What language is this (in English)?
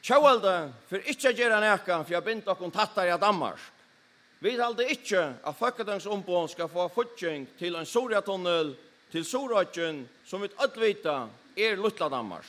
Faroese